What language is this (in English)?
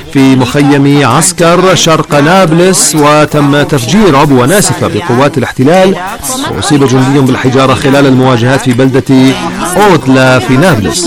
Arabic